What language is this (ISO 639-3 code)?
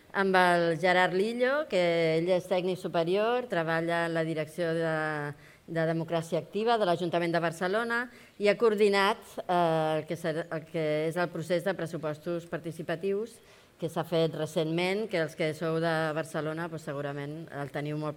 cat